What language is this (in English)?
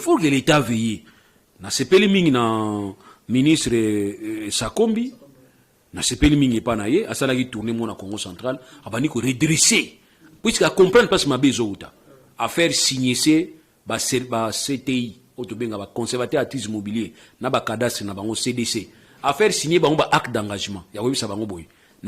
Lingala